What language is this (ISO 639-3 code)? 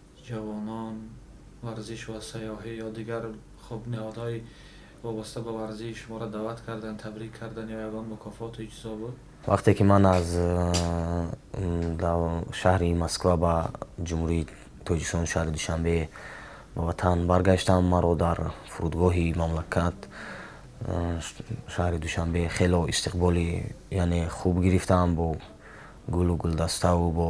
tgk